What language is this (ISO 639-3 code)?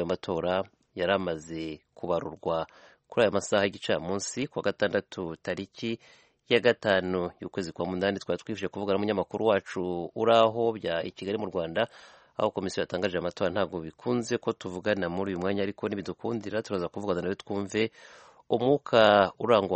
kin